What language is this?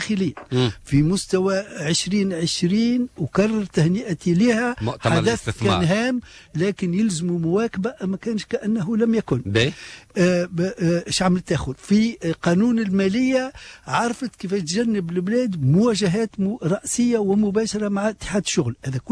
Tunisian Arabic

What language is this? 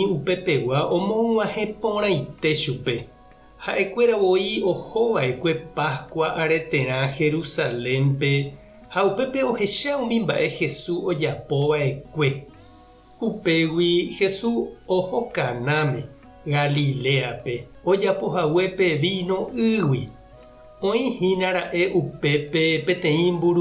Guarani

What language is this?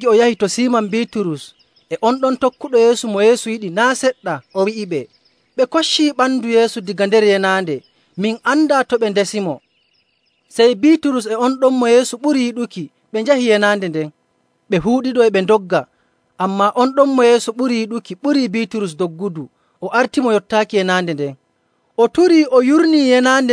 Nigerian Fulfulde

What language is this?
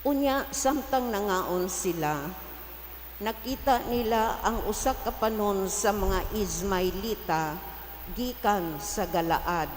Cebuano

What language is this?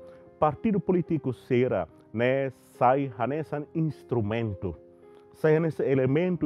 Tetum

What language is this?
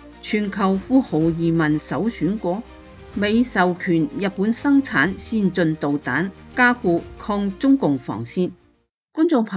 Cantonese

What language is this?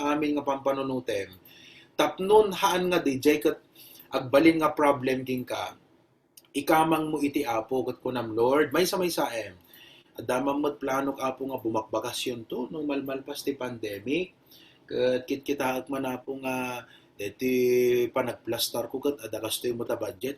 Iloko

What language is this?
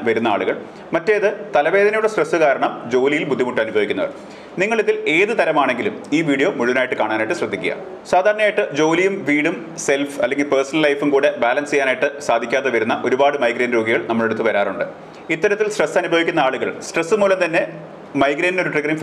Malayalam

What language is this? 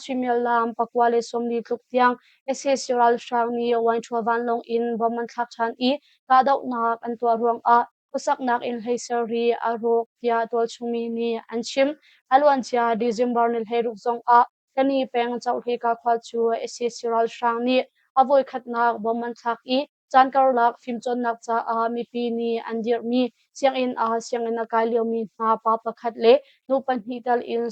Hakha Chin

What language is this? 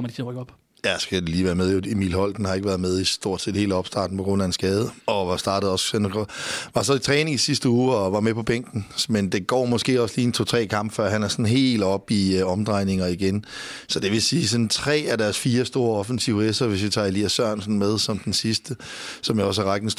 Danish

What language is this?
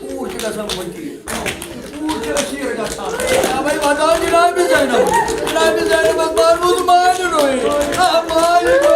Kashmiri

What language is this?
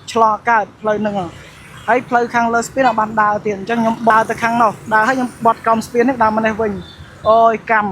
Khmer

